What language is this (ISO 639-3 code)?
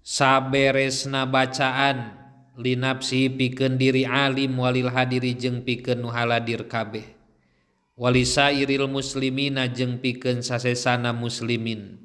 sun